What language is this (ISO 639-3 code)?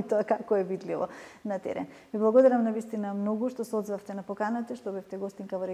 mkd